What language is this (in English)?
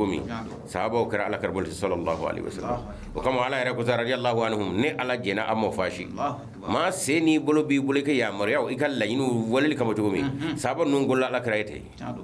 Bambara